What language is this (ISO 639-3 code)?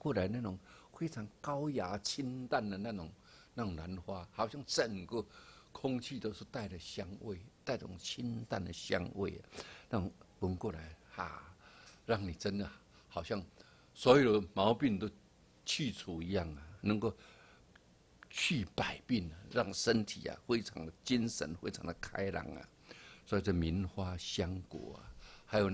zho